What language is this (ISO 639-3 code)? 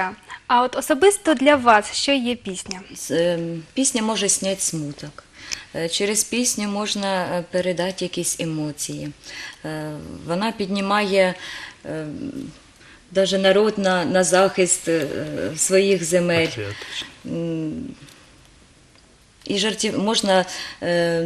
ukr